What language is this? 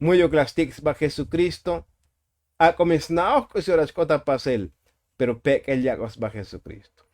Tzotzil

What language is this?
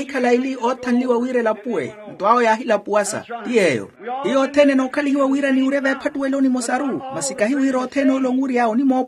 Makhuwa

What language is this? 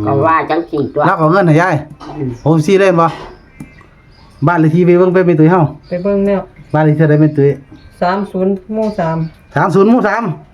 Northeastern Thai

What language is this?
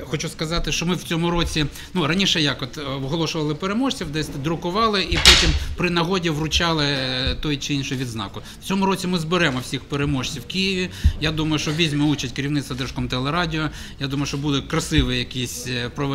Ukrainian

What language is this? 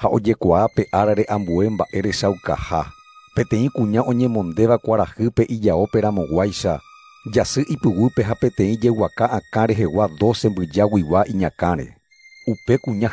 Guarani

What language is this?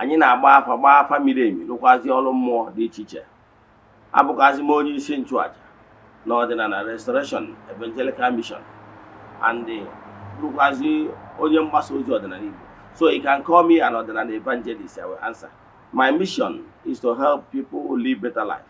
Igbo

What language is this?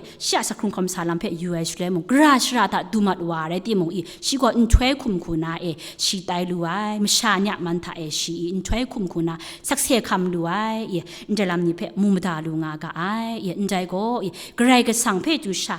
Kachin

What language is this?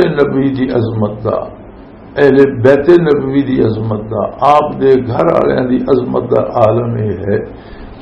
Western Panjabi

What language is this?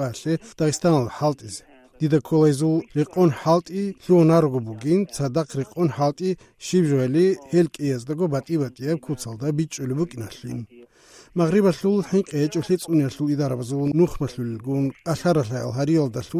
Avaric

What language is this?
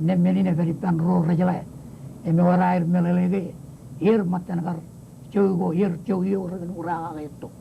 Marshallese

